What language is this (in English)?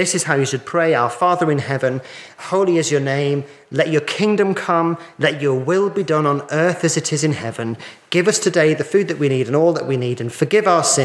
English